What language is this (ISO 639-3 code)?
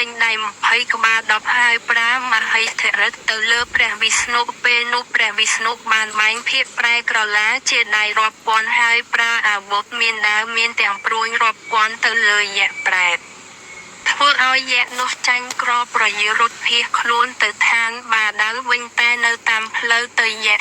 khm